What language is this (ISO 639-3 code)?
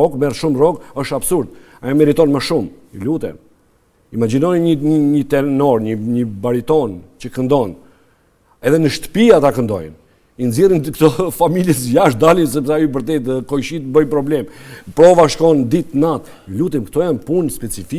sqi